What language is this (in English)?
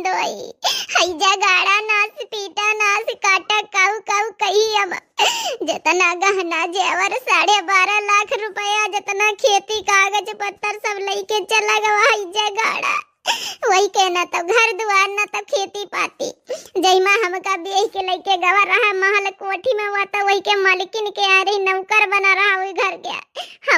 Awadhi